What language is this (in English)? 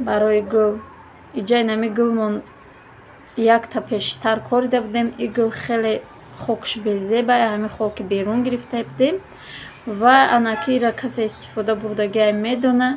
Tajik